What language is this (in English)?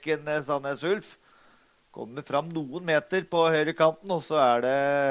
Norwegian